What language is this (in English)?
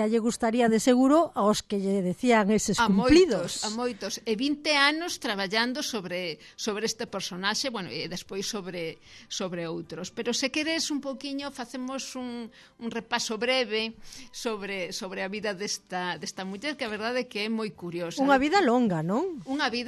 Galician